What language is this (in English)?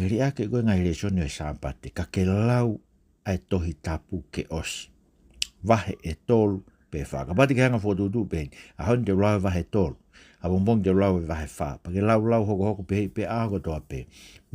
Tongan